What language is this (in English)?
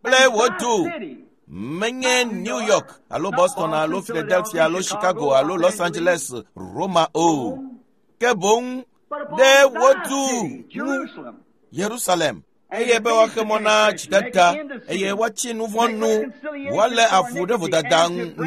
Ewe